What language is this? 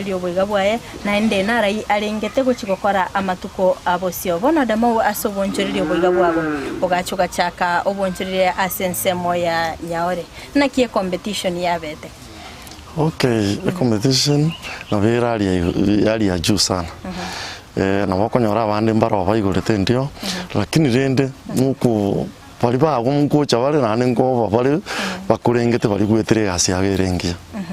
Gusii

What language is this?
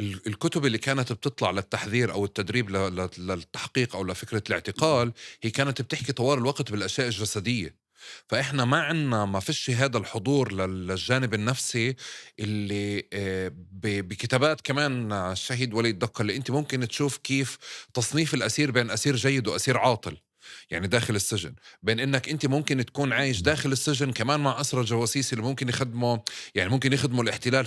North Levantine Arabic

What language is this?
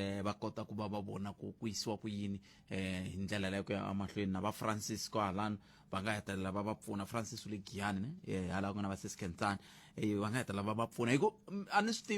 Tsonga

